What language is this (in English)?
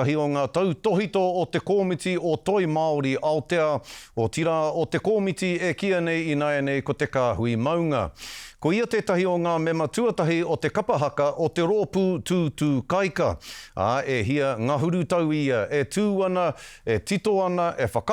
Māori